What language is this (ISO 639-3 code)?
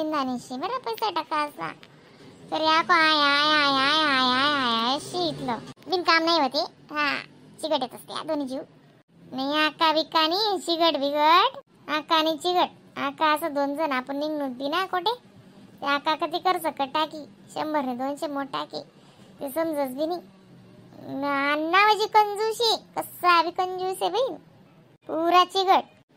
khn